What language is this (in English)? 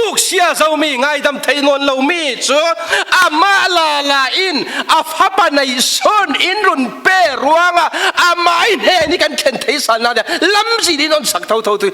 Falam Chin